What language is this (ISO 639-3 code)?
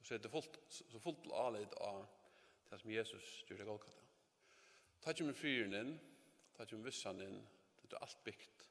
fao